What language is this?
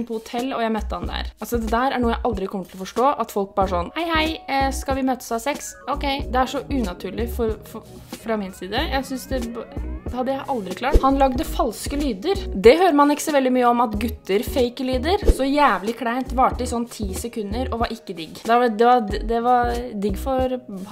Norwegian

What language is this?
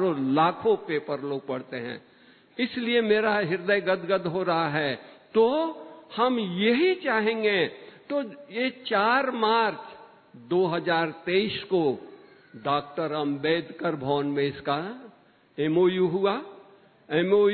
Hindi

